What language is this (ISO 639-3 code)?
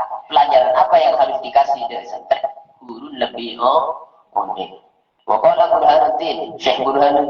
mad